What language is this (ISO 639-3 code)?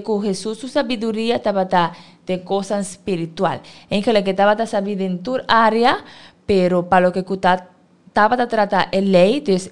pap